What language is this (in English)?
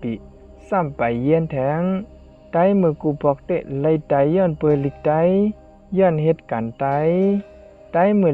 Shan